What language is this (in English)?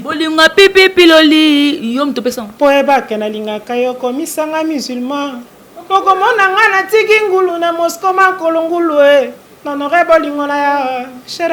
Lingala